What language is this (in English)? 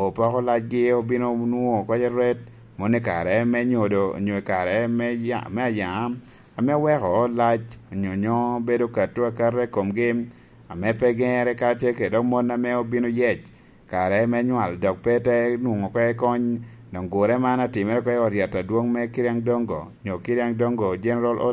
Lango (Uganda)